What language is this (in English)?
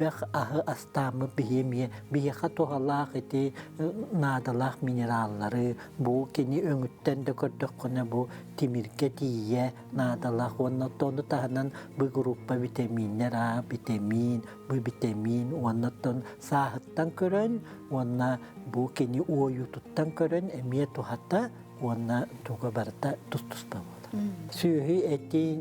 Yakut